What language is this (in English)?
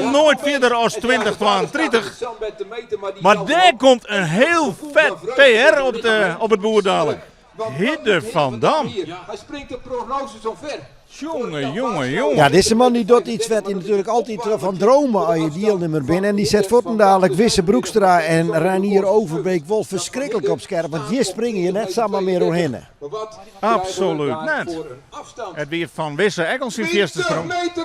Western Frisian